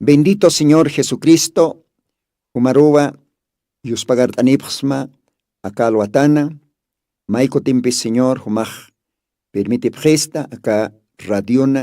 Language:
Aymara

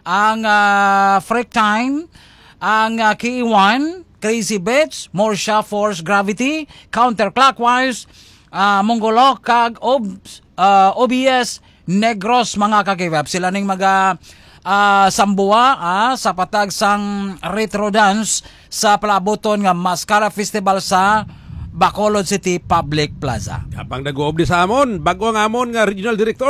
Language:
Hiligaynon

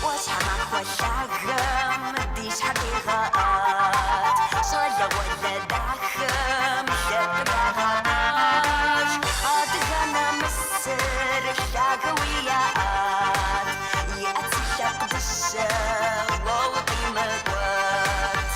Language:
Kabardian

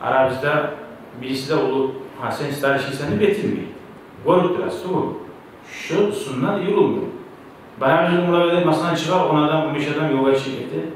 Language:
Kumyk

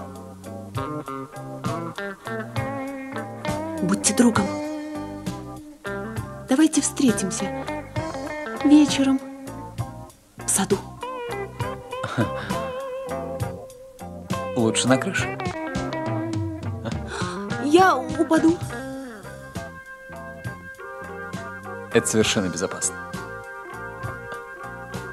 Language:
Russian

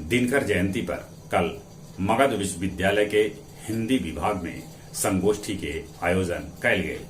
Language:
Magahi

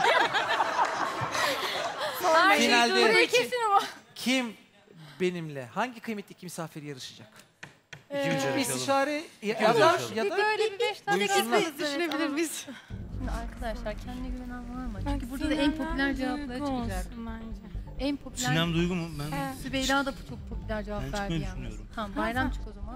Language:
Turkish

